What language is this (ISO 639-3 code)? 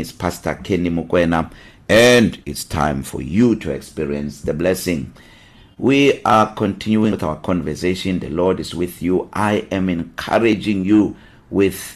eng